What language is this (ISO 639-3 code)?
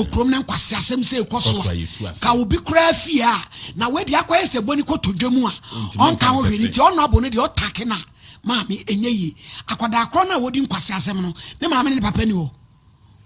aka